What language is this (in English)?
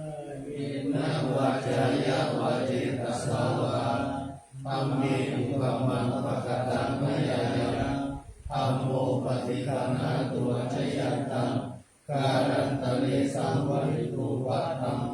Pali